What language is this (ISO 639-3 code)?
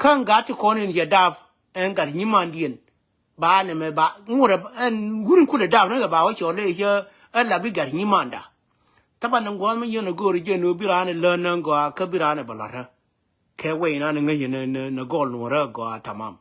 nus